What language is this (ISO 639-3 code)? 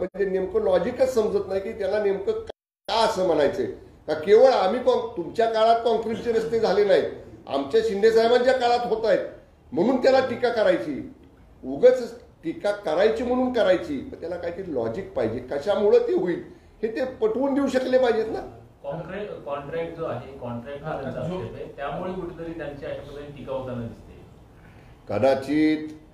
mar